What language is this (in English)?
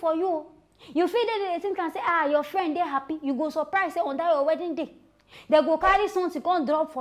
Nigerian Pidgin